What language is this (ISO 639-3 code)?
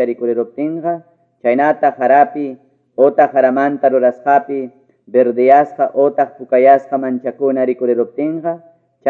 que